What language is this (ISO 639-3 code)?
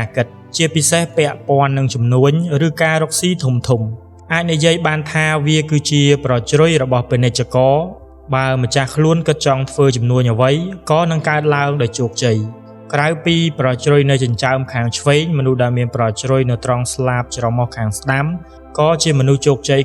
khm